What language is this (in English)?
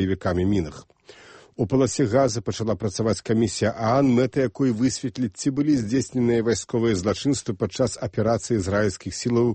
Belarusian